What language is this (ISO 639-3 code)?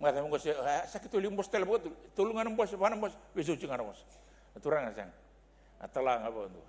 fij